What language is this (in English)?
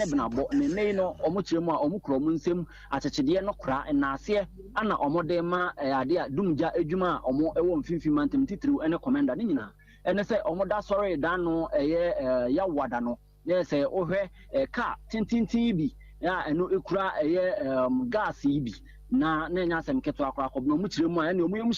Akan